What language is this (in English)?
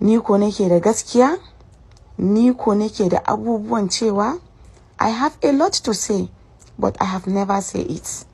Hausa